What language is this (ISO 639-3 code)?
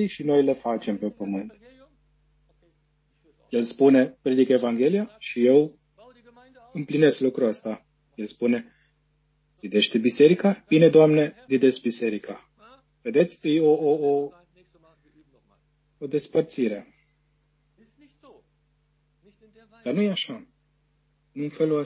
ron